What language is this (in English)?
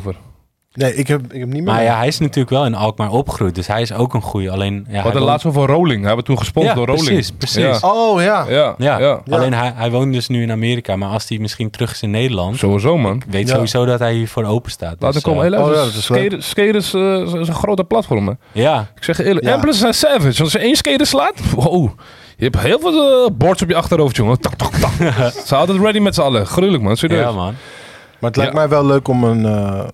Dutch